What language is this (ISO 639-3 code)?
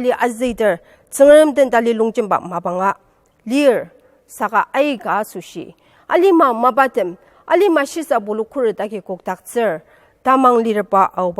njo